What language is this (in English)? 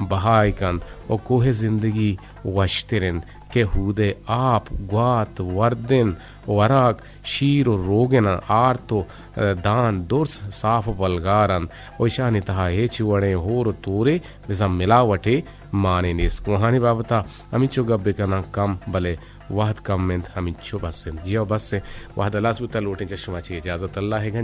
Eastern Balochi